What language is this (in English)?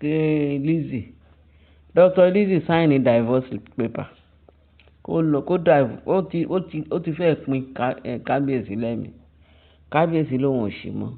Yoruba